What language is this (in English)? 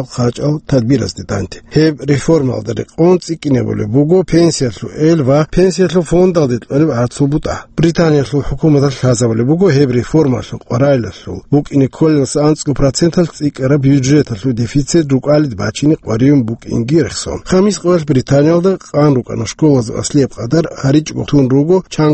Avaric